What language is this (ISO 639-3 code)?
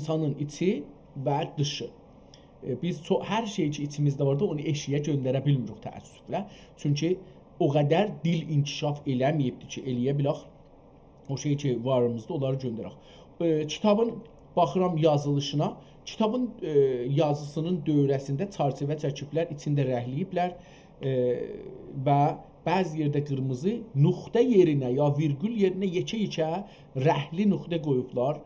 azb